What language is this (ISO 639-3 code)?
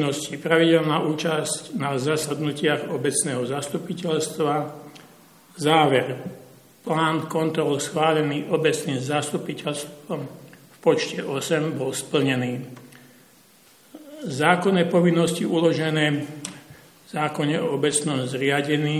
slk